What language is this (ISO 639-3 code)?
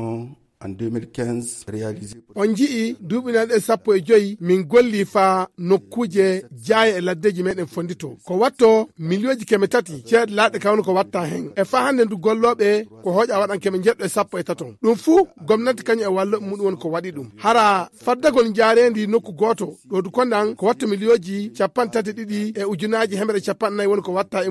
ful